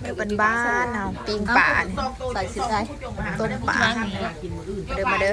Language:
Lao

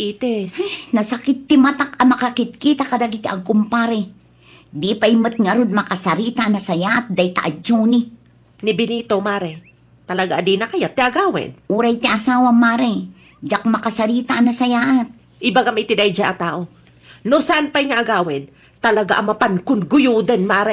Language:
Iloko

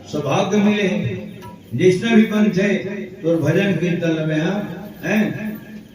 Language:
Chhattisgarhi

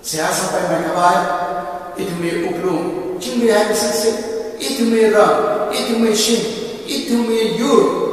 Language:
Tangkhul Naga (India)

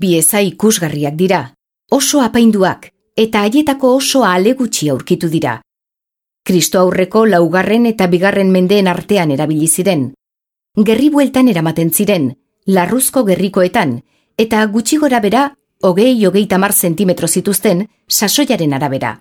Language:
Basque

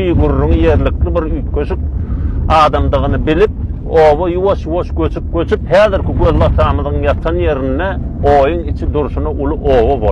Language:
Turkmen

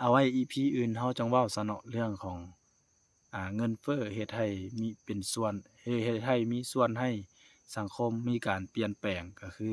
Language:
Lao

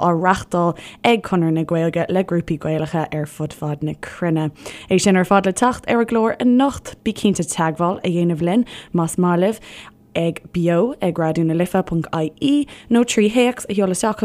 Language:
Irish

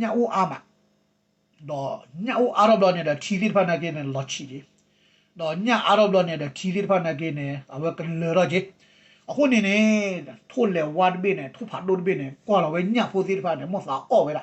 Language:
S'gaw Karen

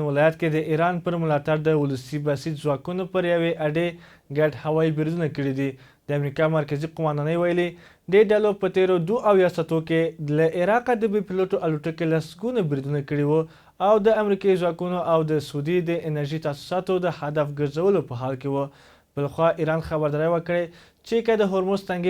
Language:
Pashto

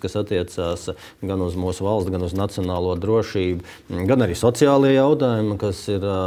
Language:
Latvian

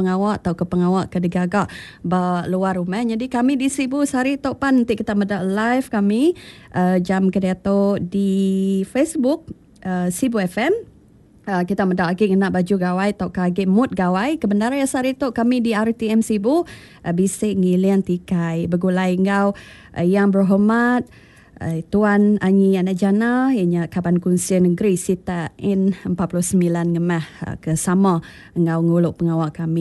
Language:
Iban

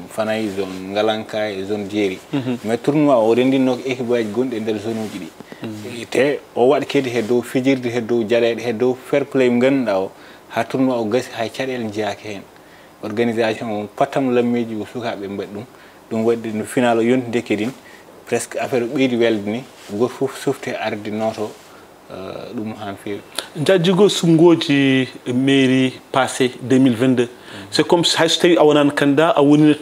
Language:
Fula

